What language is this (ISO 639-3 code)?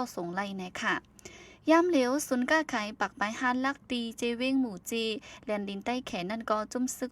shn